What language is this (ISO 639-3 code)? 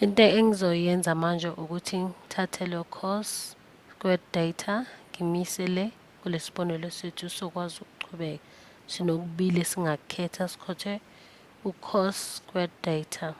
zul